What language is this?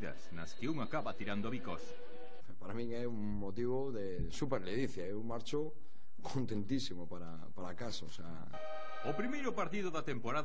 Galician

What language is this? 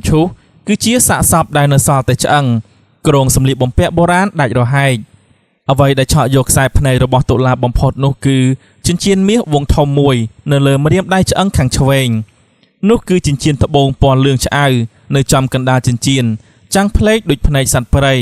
Khmer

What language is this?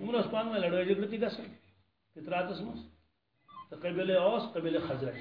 Kashmiri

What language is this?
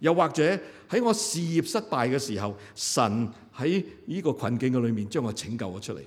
Cantonese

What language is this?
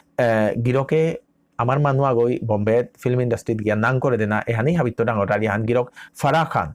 Bishnupriya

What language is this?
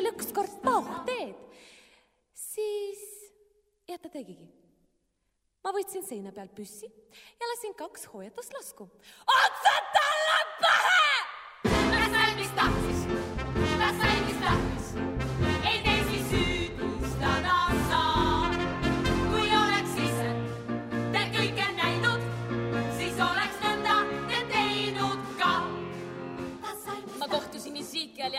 Estonian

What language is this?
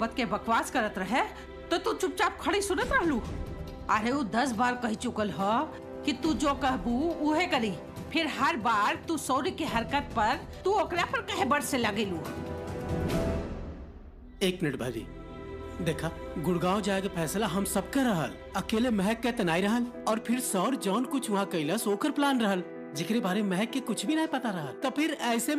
Bhojpuri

